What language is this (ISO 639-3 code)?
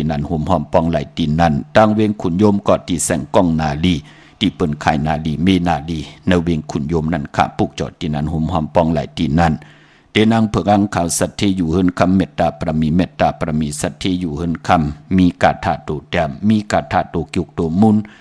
shn